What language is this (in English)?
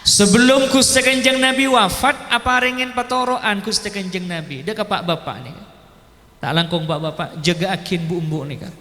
Madurese